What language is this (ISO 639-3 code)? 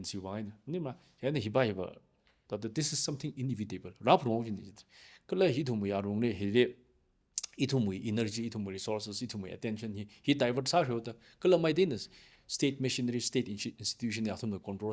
nmf